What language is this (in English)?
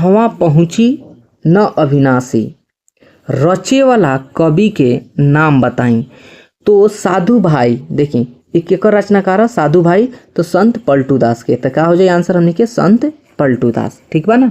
Bhojpuri